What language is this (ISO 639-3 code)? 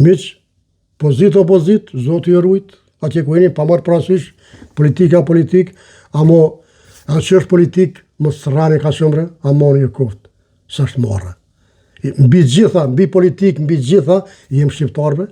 sqi